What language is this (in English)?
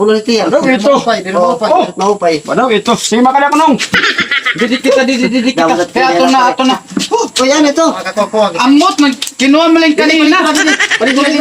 Waray